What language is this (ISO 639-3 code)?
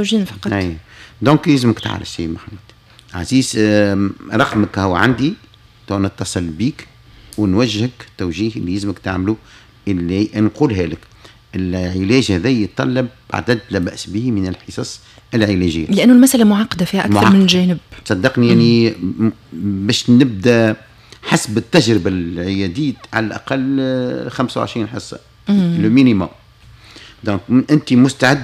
aeb